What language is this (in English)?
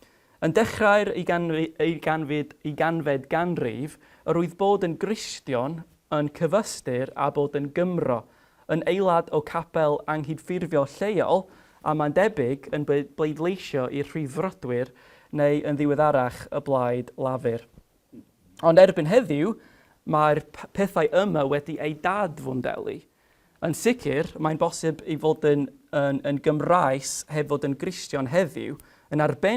Welsh